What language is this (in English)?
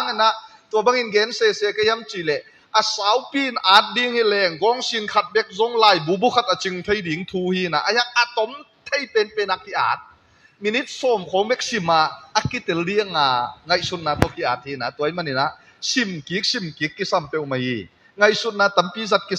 Tedim Chin